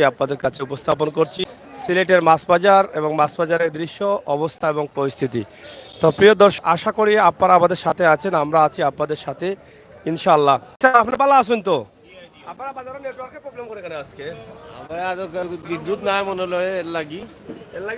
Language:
Sylheti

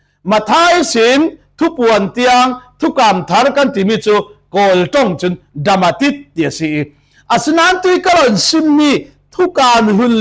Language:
Falam Chin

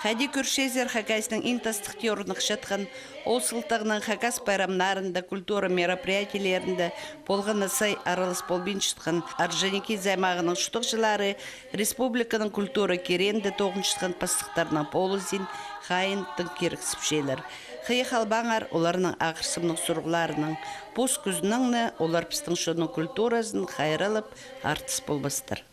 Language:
Khakas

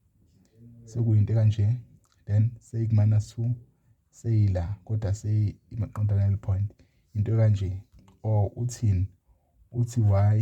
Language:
Zulu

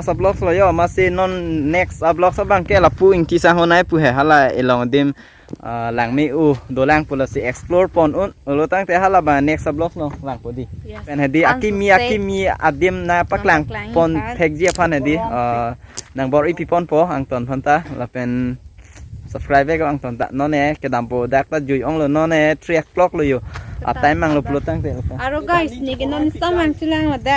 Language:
Karbi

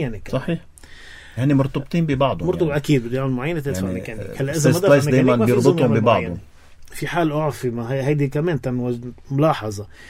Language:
North Levantine Arabic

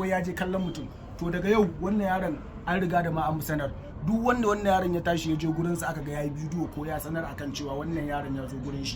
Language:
Hausa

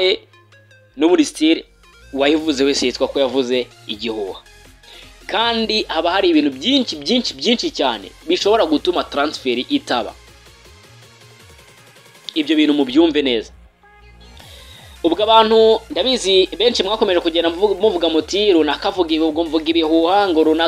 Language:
Kinyarwanda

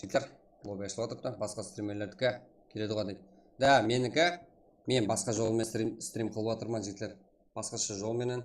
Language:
Kara-Kalpak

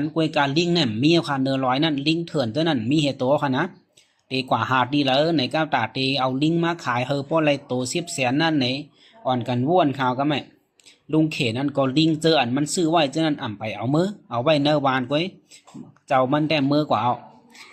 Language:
Shan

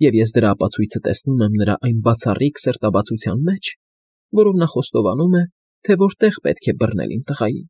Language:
Armenian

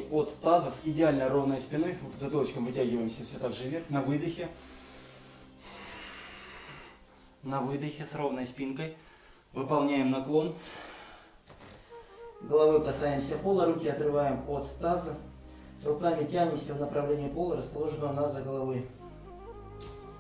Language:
Russian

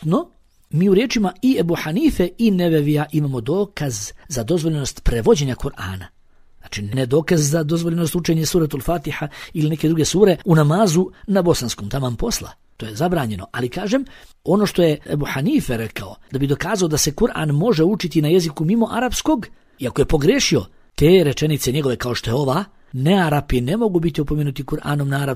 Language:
Bosnian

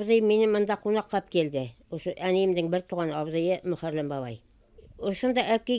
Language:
Bashkir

